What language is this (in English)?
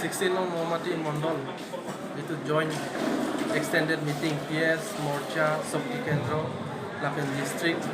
Karbi